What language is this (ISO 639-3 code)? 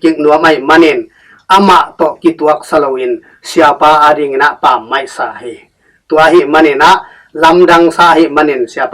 ctd